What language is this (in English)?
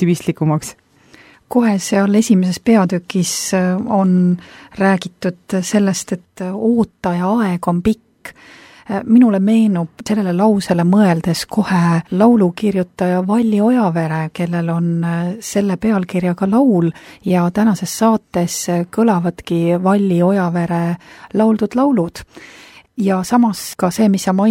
Estonian